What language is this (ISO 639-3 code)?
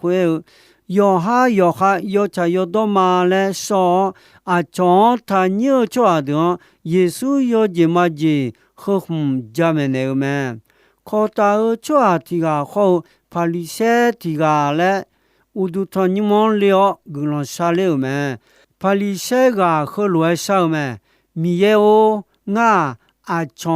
ahk